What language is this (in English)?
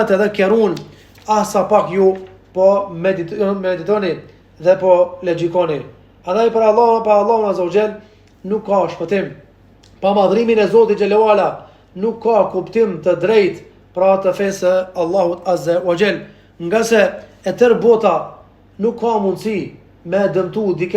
Albanian